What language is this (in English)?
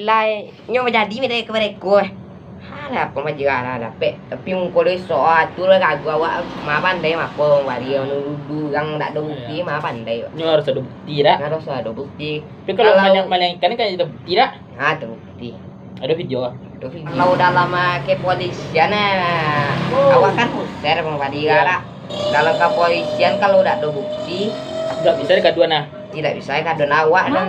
Minangkabau